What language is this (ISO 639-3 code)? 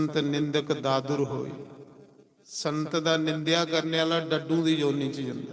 doi